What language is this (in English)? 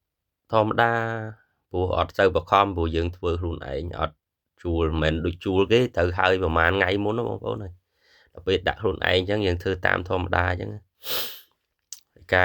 Khmer